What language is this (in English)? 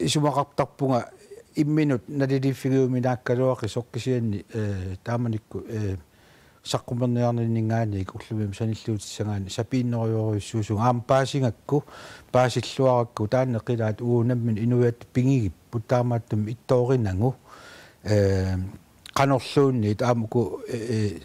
Kalaallisut